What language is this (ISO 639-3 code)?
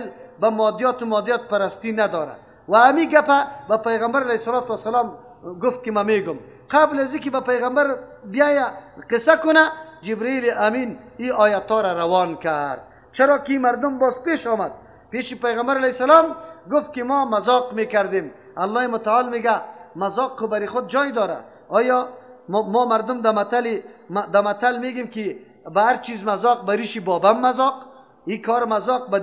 fas